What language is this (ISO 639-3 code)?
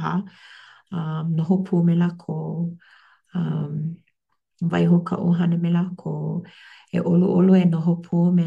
haw